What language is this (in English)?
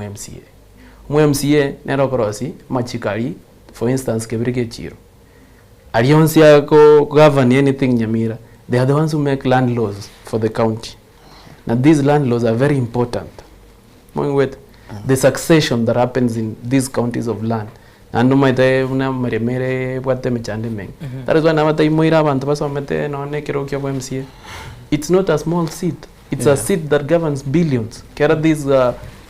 Gusii